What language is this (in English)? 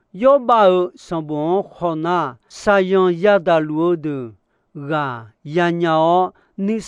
Akha